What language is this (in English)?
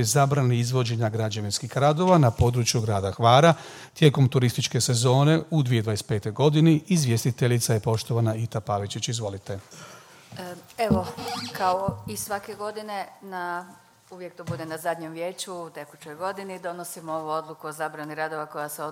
Croatian